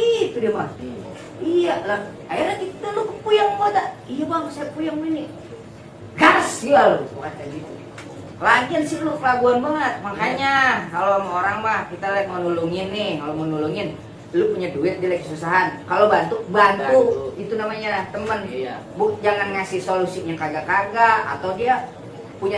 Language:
Betawi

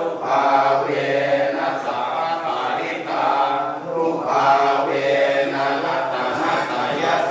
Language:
Pali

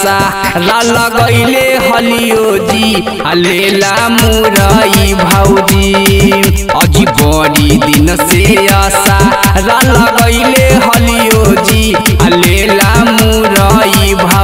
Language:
Magahi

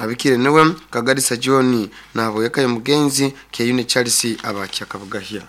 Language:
Nyoro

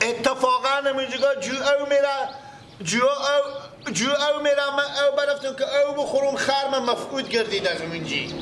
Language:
Persian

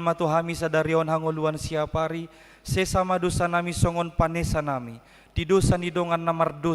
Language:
Batak Toba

